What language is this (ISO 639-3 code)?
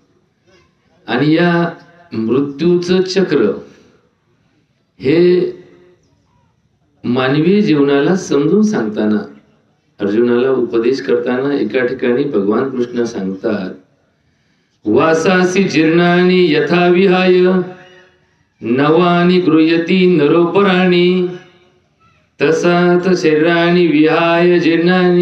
mar